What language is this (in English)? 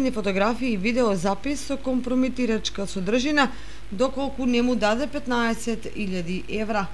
Macedonian